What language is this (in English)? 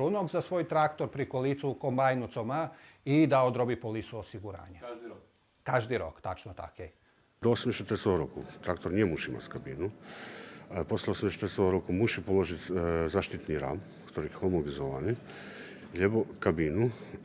Rusyn